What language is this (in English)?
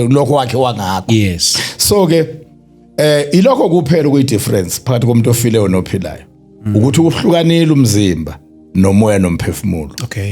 Zulu